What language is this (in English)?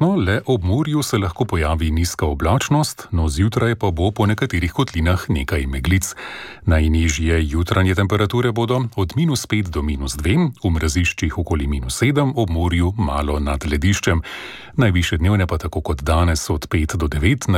Slovenian